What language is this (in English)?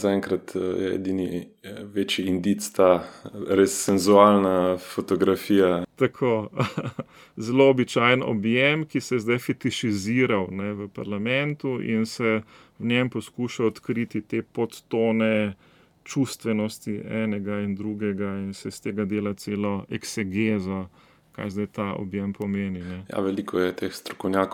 Slovenian